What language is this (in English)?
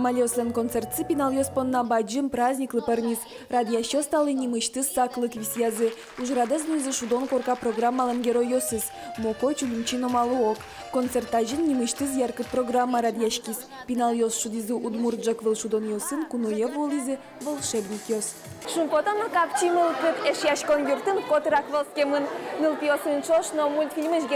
Udmurt